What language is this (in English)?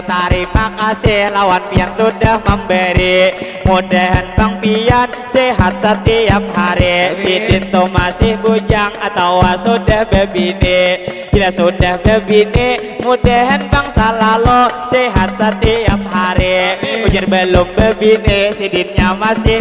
Banjar